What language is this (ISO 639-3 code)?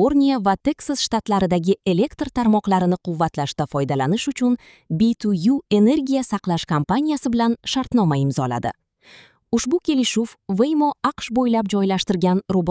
uzb